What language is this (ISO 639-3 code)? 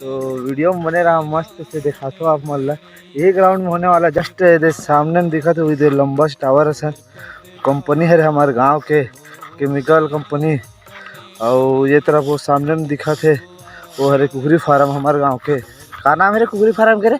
hne